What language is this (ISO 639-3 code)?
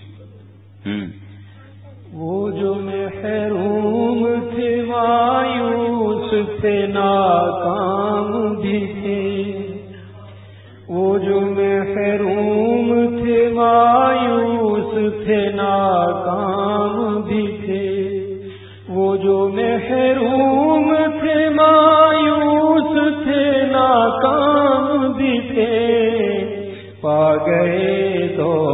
urd